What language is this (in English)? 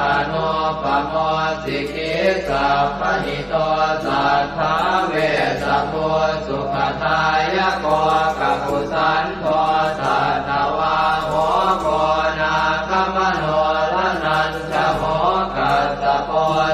Pali